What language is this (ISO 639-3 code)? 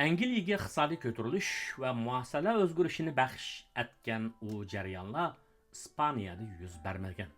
uig